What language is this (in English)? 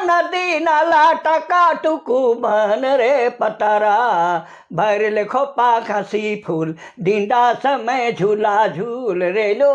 Sadri